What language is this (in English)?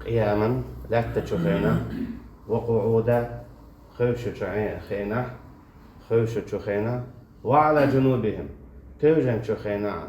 Chechen